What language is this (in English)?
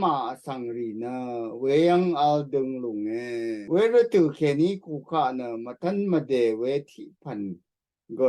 Rawang